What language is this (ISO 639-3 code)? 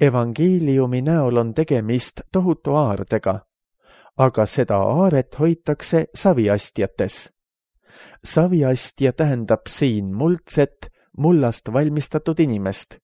est